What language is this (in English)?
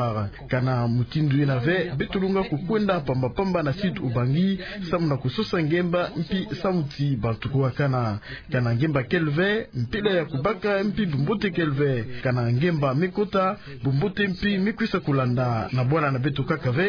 Kituba (Democratic Republic of Congo)